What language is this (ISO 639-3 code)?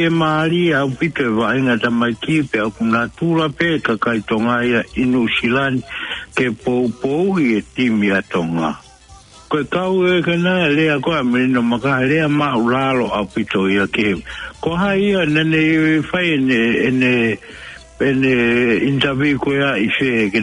ton